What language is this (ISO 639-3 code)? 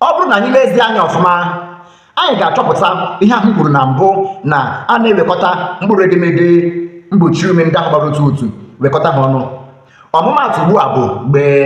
ibo